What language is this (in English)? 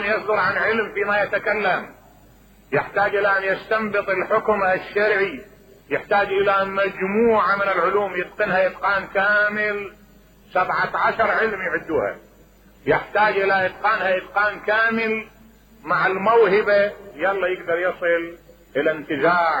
Mesopotamian Arabic